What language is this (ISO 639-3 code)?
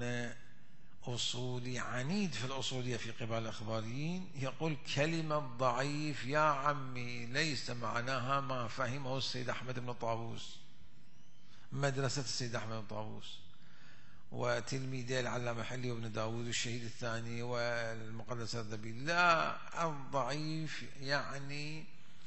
ara